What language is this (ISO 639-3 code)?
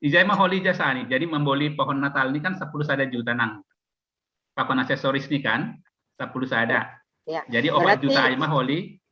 bts